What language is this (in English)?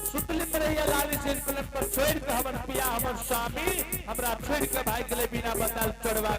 Angika